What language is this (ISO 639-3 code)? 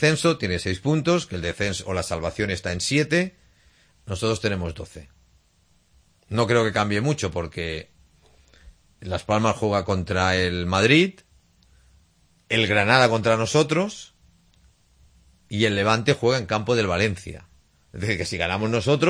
spa